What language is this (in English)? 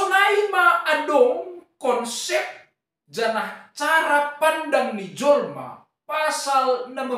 Batak Simalungun